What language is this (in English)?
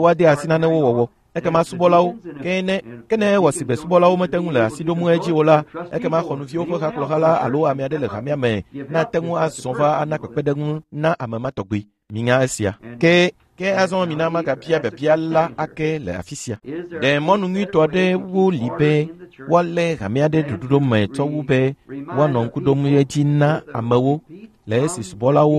Ewe